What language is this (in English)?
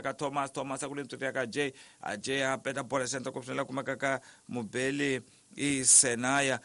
Tsonga